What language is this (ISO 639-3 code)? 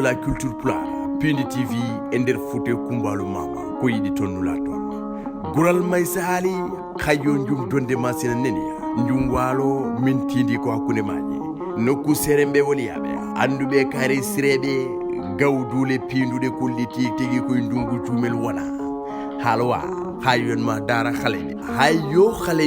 ful